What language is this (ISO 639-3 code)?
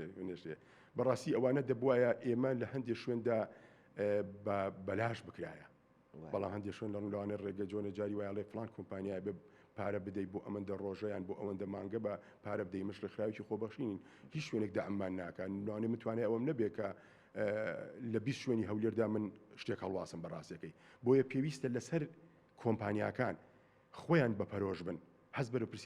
ckb